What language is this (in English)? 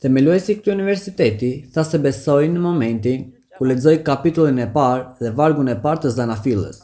Albanian